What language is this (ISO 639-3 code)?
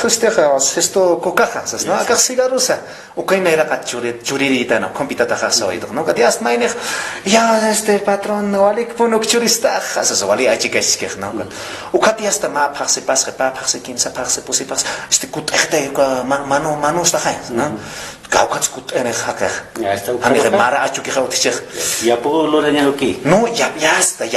aym